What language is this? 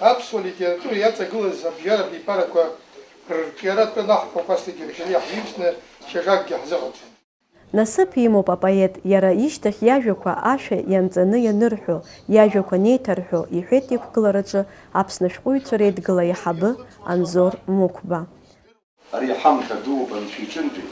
Abkhazian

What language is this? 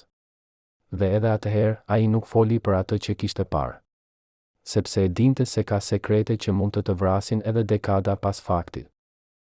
Albanian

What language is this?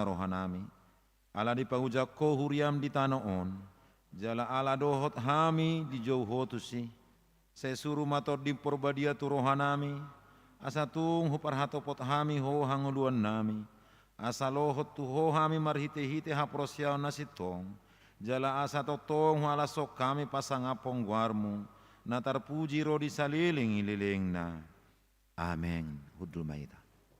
Batak Toba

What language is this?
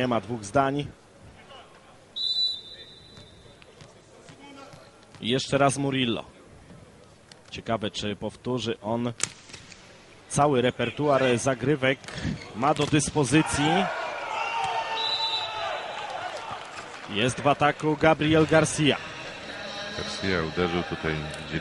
Polish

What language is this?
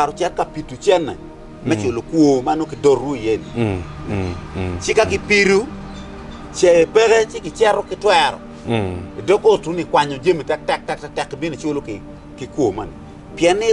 Acoli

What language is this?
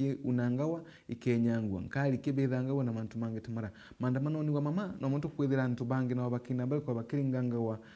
Meru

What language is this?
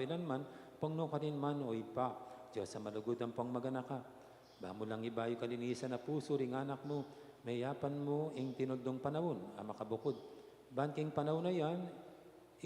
Pampanga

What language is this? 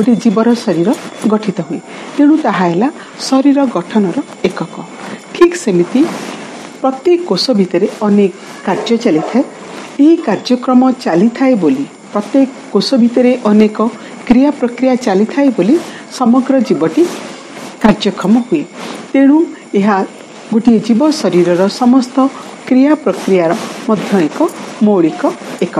Odia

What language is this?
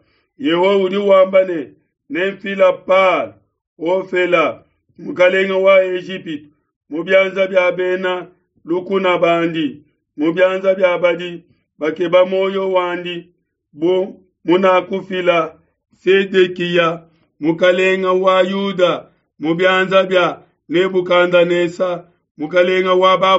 Luba-Lulua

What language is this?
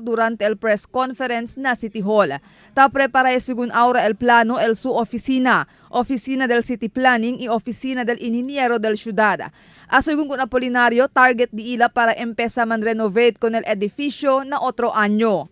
Chavacano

